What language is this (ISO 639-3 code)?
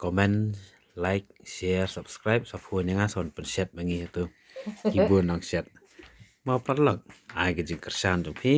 kha